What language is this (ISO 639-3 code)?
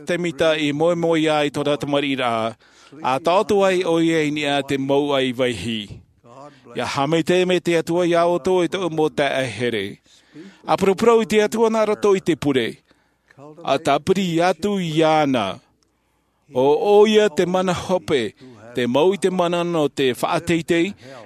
tah